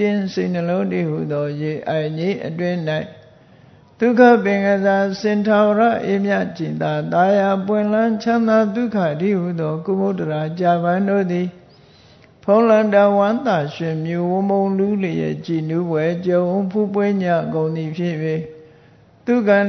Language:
Burmese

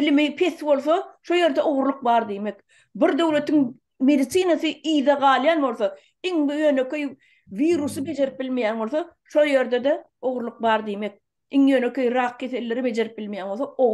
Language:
Turkmen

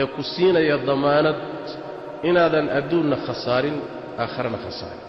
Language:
Somali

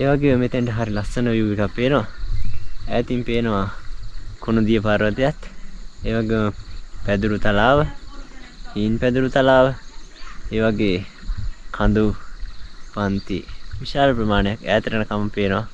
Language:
Sinhala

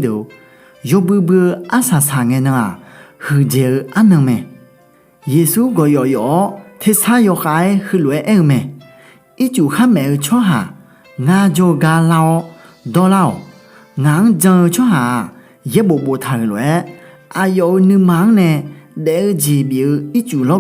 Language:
Akha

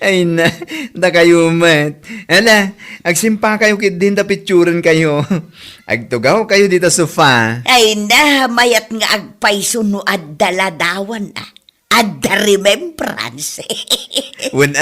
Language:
Iloko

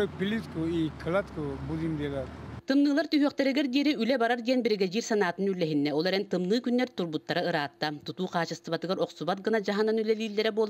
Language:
Yakut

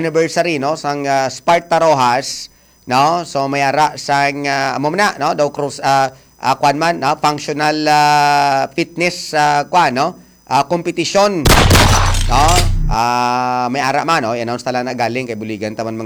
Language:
Hiligaynon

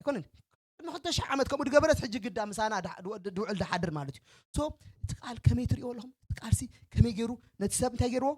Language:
Tigrinya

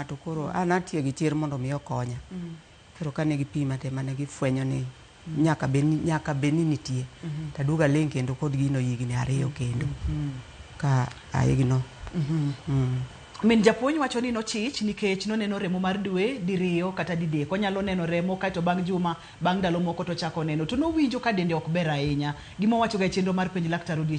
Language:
Luo (Kenya and Tanzania)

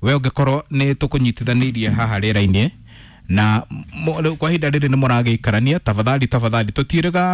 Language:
Kikuyu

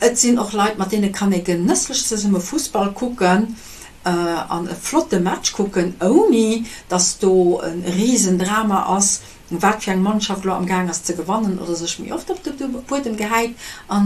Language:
Luxembourgish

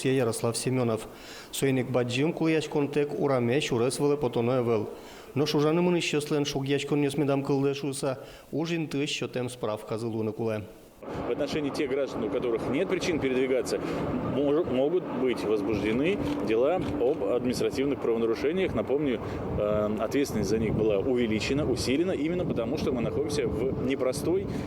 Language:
Udmurt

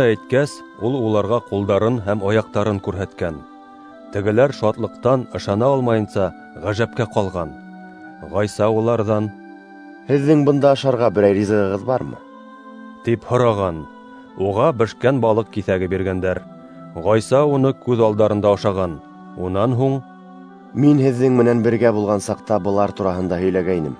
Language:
Bashkir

